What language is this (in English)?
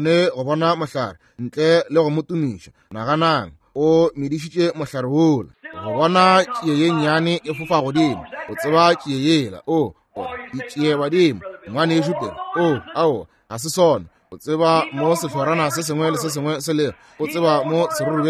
Northern Sotho